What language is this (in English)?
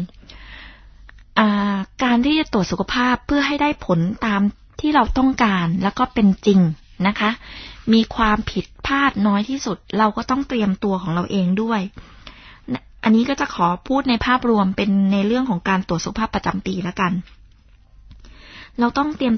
Thai